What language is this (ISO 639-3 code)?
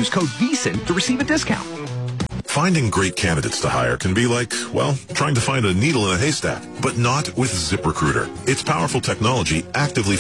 eng